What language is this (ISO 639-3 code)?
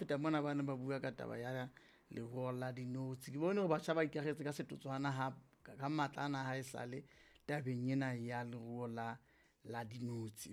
sot